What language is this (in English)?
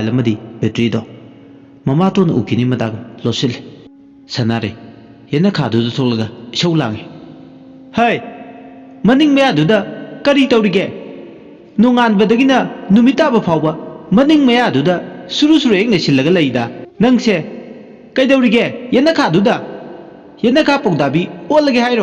Manipuri